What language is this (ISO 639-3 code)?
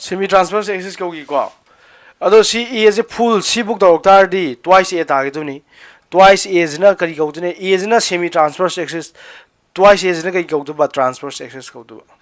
mni